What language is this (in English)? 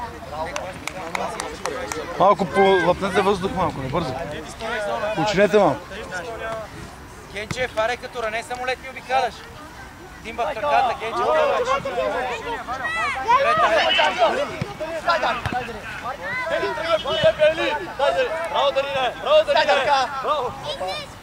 Bulgarian